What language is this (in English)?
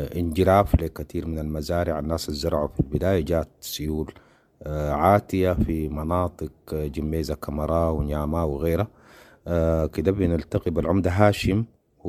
Sudanese Arabic